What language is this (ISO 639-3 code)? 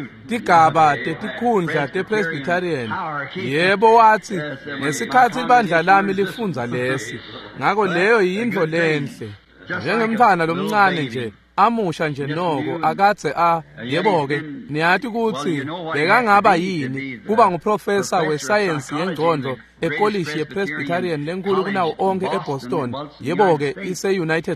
ssw